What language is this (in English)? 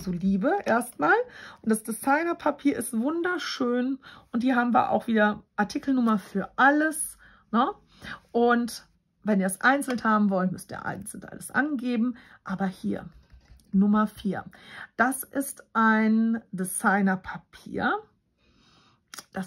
German